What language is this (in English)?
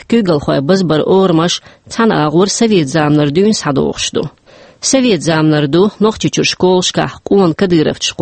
Chechen